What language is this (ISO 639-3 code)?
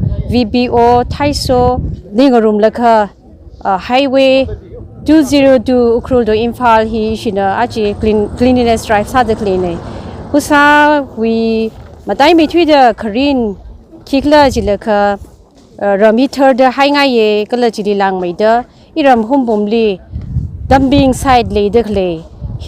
nmf